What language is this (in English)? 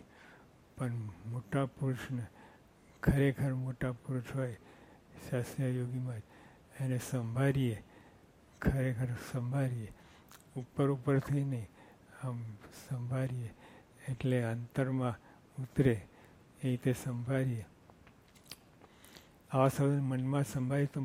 Gujarati